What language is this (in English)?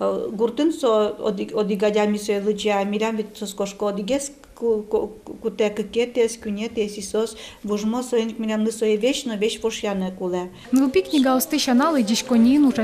Udmurt